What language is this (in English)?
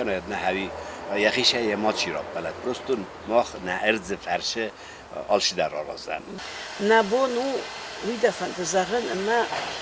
Ossetic